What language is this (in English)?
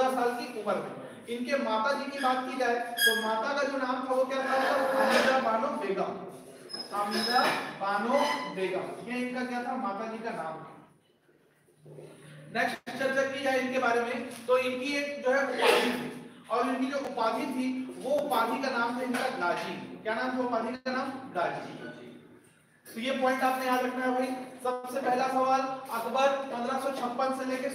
Hindi